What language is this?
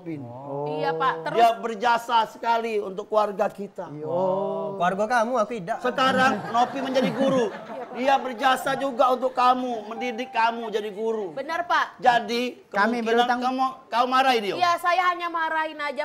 Musi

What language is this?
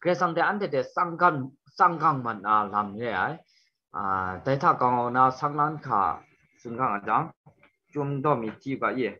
Kachin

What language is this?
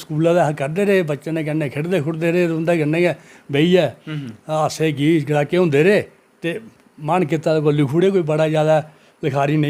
Dogri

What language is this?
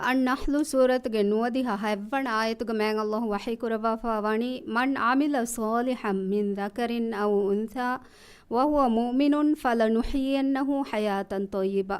Divehi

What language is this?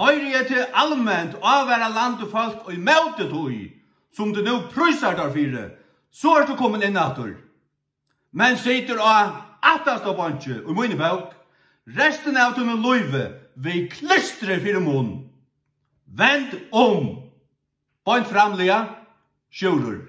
Faroese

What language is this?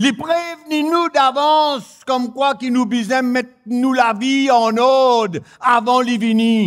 Morisyen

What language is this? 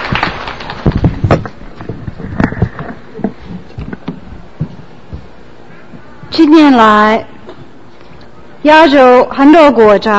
Chinese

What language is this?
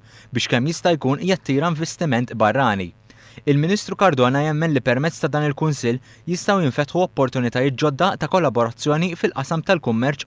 Maltese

